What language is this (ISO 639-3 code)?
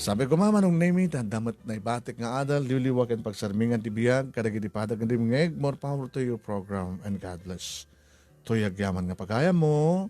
ilo